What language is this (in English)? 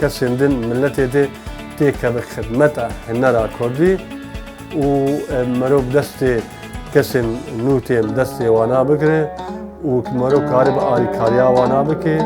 Kurdish